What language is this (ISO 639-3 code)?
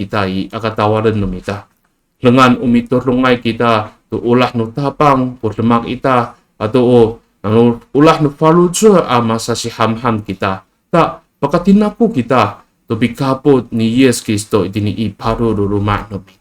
ami